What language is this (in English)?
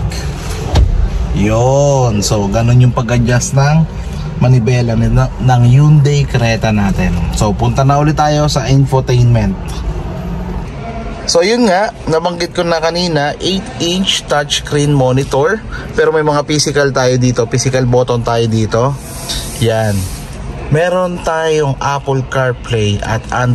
Filipino